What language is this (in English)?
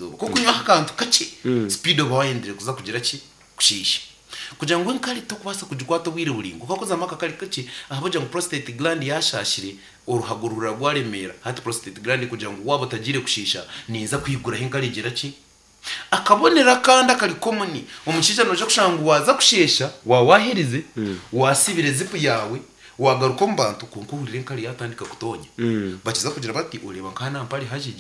Nyankole